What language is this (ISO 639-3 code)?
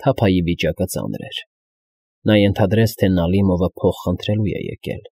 hye